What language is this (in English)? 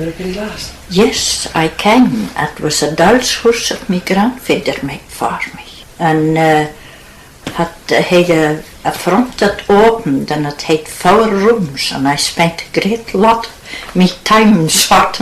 Scots